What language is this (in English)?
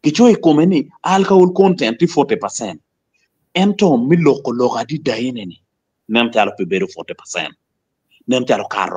Acoli